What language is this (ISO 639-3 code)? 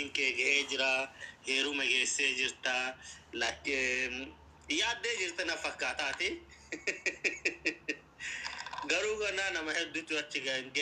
orm